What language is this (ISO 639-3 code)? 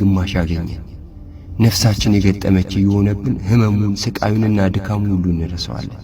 amh